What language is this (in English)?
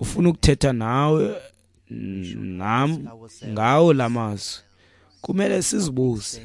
Xhosa